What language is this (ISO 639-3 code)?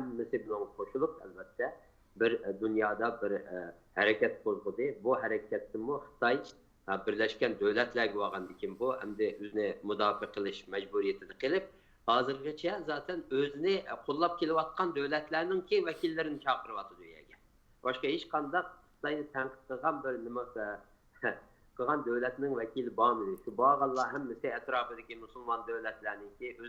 uig